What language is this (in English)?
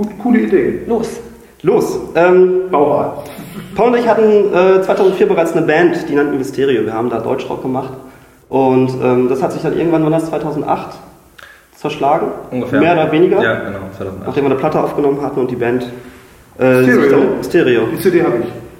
German